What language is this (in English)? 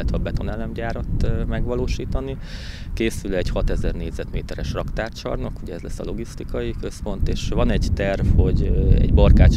Hungarian